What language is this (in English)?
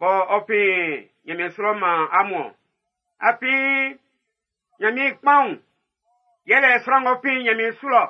Baoulé